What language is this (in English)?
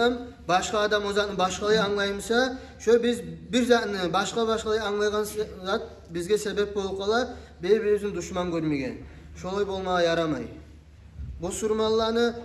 Kumyk